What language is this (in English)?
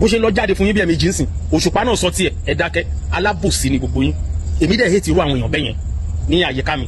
Yoruba